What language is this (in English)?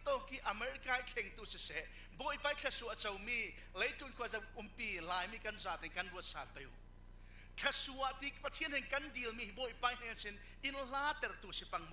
Falam Chin